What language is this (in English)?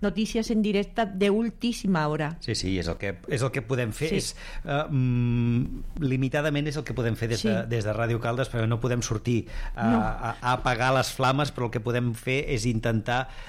Catalan